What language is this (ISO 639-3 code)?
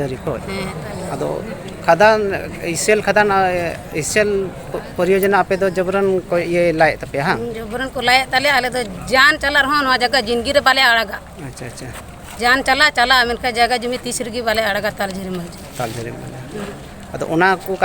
sat